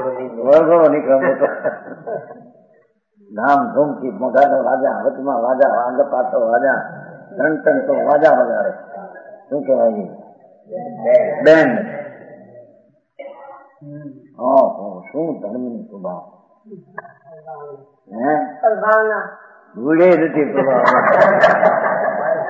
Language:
Gujarati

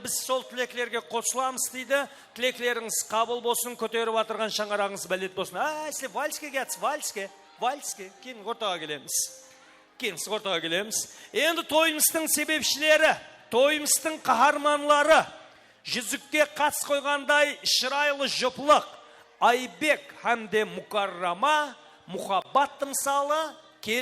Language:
Kara-Kalpak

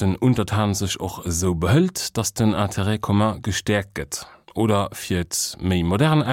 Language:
Luxembourgish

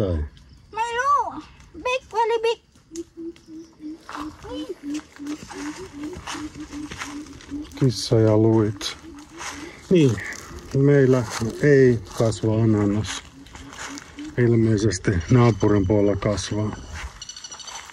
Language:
Finnish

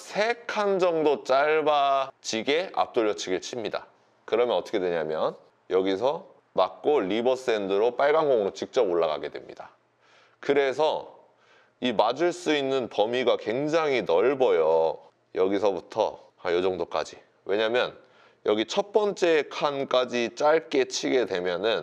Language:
Korean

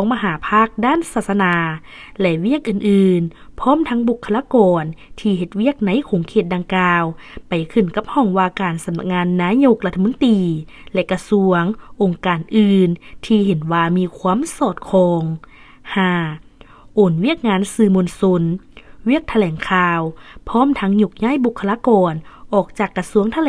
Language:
Lao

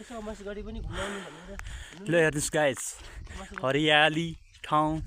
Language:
Nepali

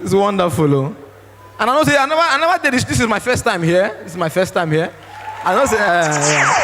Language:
Nigerian Pidgin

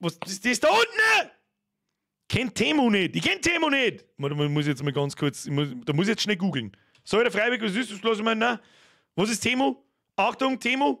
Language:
Bavarian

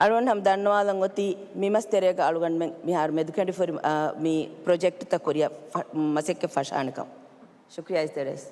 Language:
Divehi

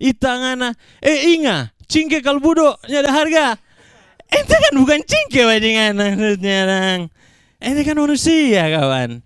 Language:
Manado Malay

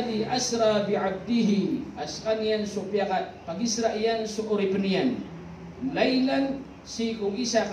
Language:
Maranao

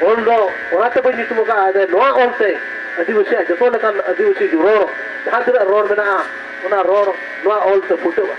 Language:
Santali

